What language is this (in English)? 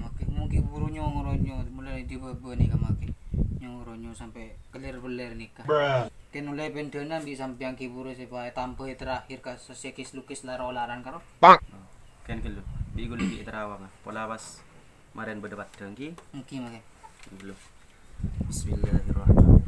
Madurese